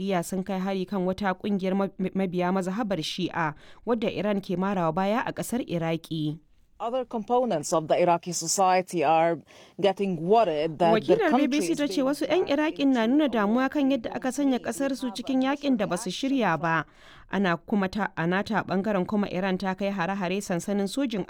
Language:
Hausa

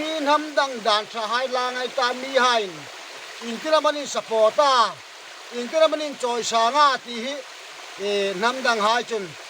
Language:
Hmar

